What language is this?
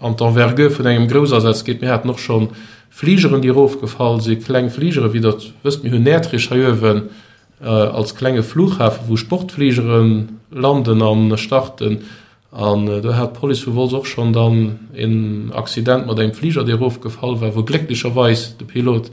Luxembourgish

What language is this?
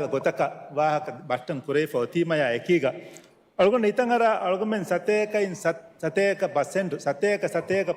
Divehi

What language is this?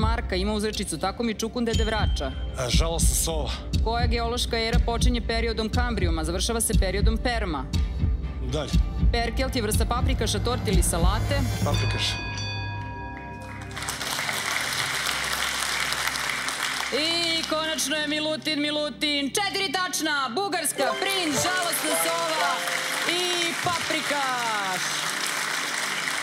Serbian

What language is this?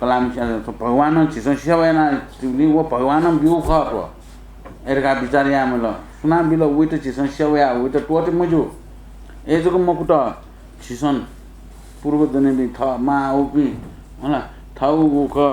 Newari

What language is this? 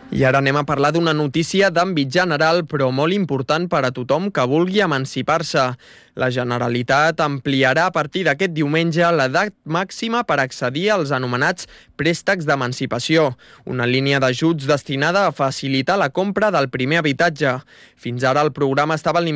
Catalan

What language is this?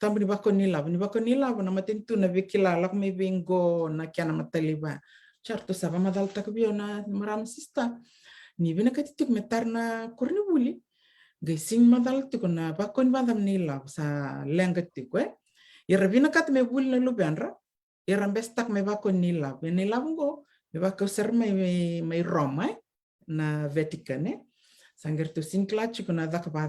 Fijian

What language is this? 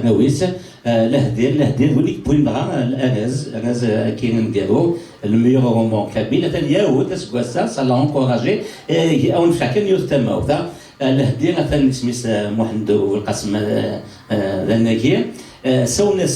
Kabyle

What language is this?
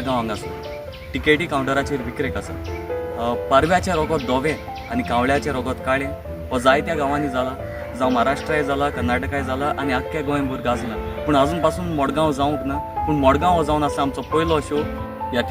Konkani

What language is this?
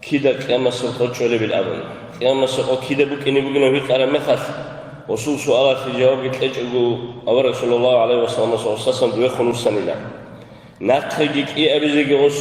Avaric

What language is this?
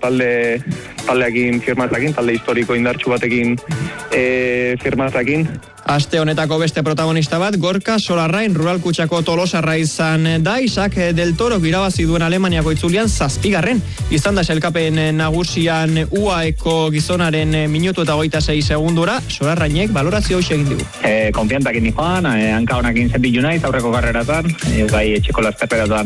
Basque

